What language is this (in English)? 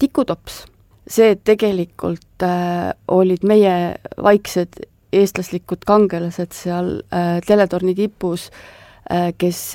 Estonian